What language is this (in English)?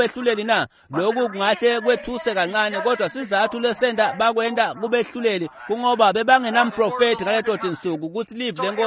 Swati